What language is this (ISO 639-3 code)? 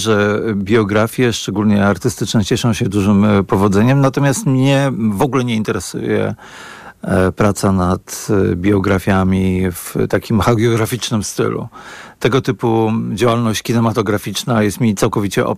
pol